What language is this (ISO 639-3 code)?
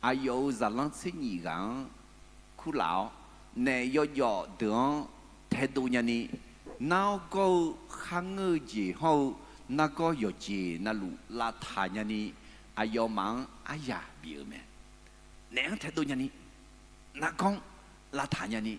ahk